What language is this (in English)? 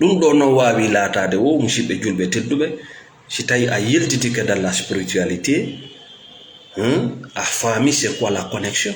Fula